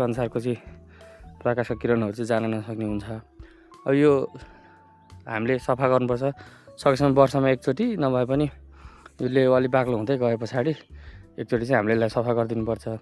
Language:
Nepali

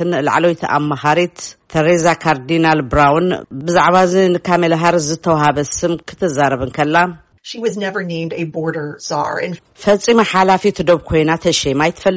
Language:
Tigrinya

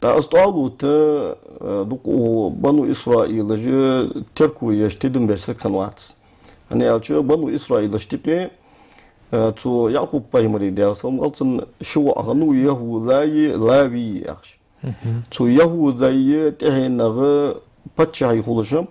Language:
Ingush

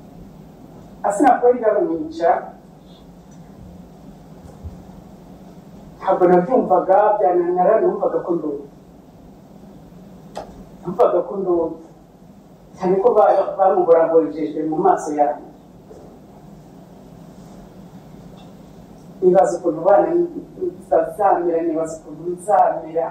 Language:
Kinyarwanda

